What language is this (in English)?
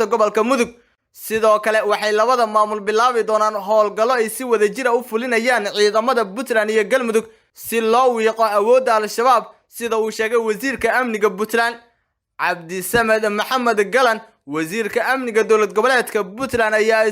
Somali